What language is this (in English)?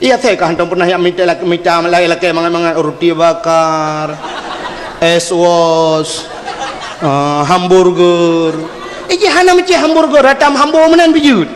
Achinese